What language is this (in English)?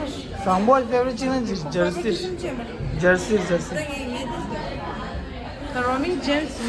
Tibetan